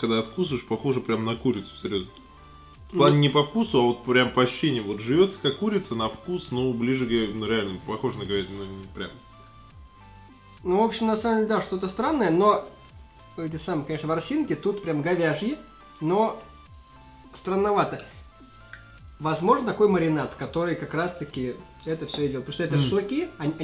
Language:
Russian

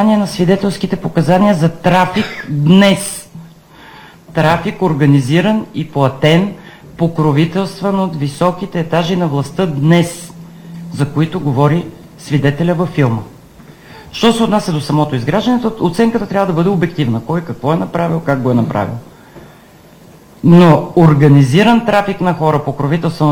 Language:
Bulgarian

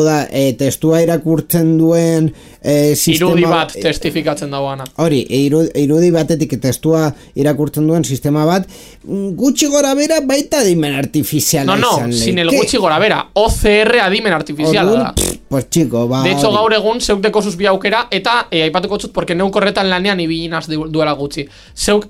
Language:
Basque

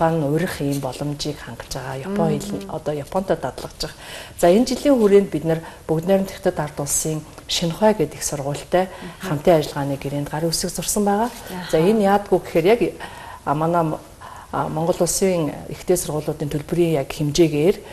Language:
Mongolian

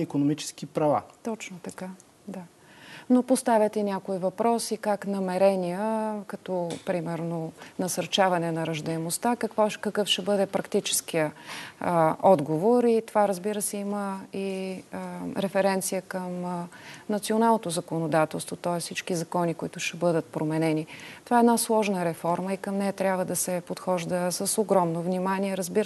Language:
Bulgarian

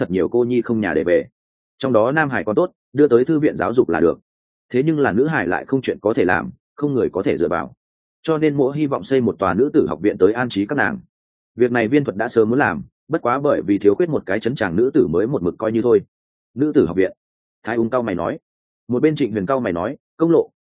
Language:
Vietnamese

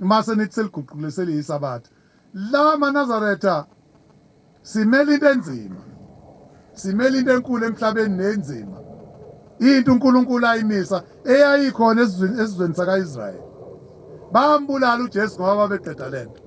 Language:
Zulu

